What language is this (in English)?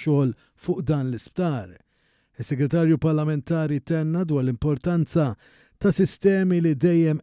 Maltese